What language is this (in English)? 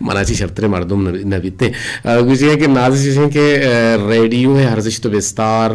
Eastern Balochi